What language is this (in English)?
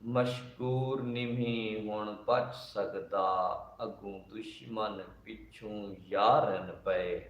Saraiki